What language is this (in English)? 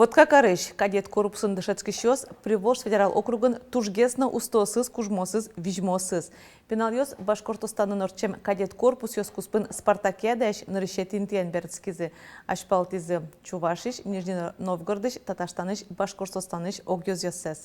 Udmurt